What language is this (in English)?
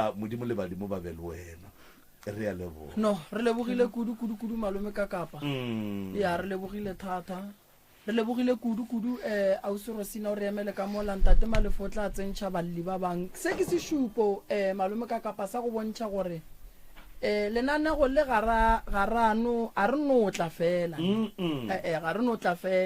Northern Sotho